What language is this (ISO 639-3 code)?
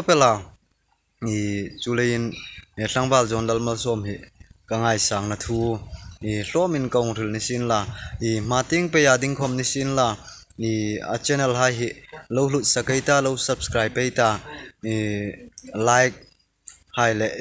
hmr